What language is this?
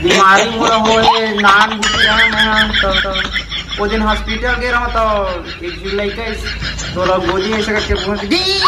Chhattisgarhi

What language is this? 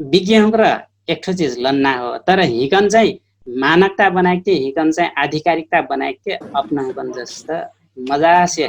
Dangaura Tharu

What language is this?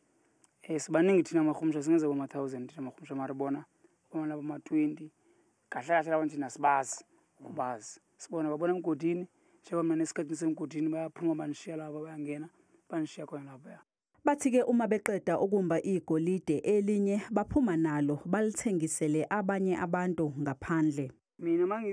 Zulu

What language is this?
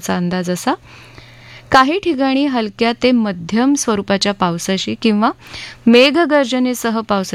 Marathi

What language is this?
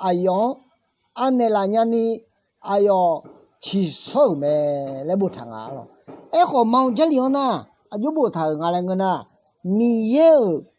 Akha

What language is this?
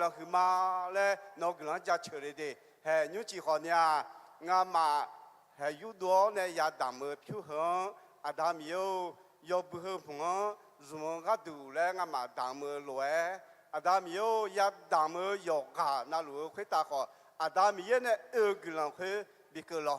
Akha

